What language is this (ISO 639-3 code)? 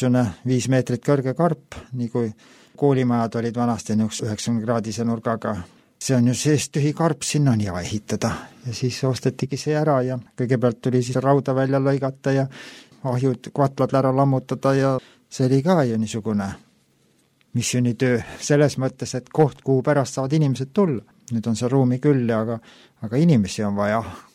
est